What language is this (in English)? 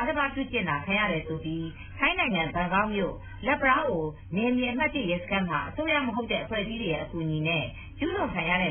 Burmese